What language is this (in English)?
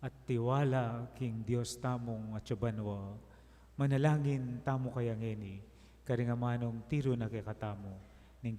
Pampanga